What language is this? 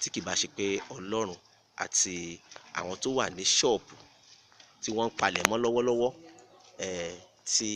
Yoruba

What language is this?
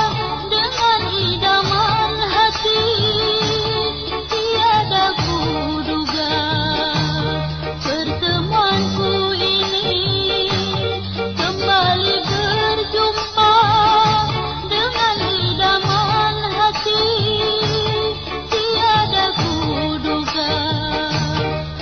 Malay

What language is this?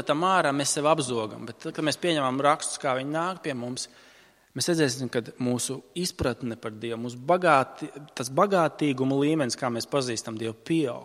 Latvian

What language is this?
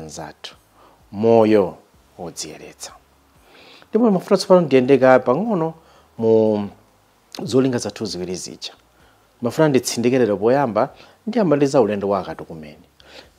Nyanja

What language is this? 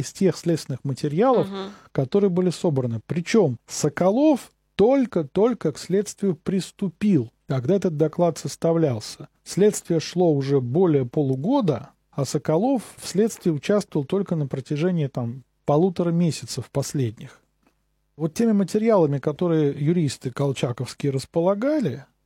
Russian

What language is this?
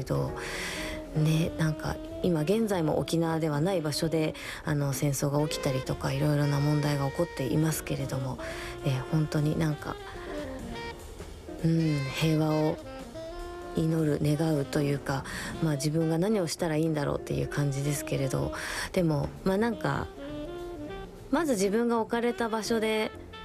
Japanese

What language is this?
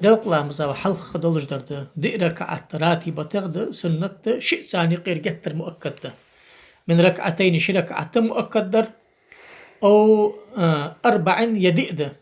Ingush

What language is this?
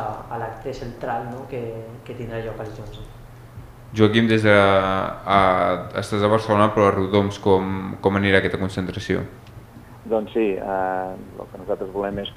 Catalan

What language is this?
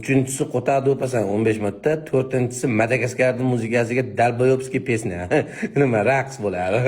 Uzbek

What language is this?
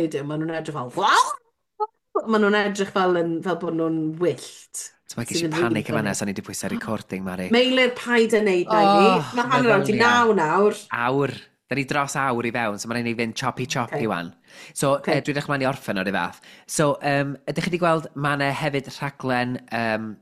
Welsh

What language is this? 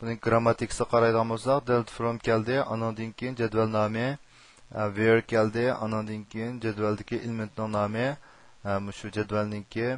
Uyghur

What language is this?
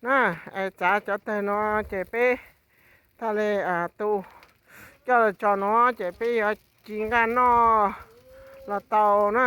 Hmong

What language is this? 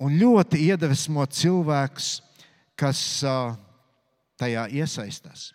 Latvian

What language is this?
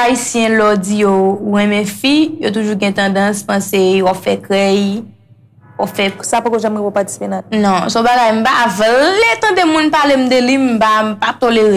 Haitian Creole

